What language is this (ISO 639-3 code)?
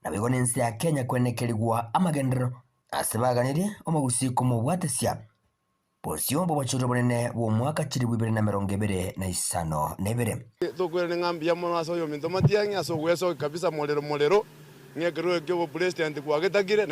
guz